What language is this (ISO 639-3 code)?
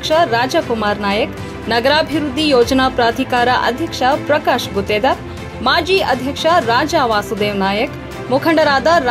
kan